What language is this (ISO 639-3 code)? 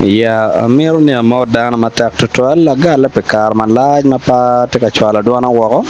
ach